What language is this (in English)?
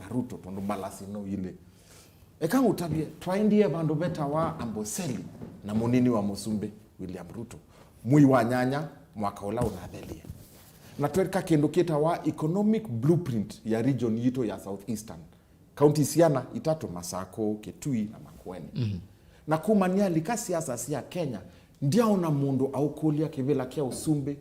Kamba